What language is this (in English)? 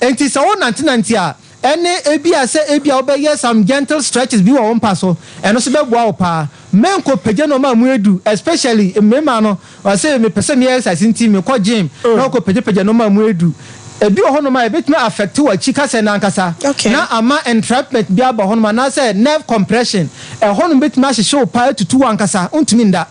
Akan